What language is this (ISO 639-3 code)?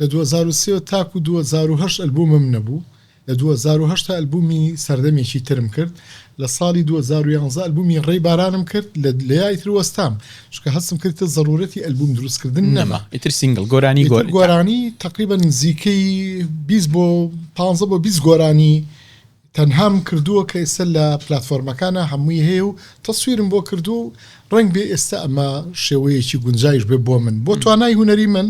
ckb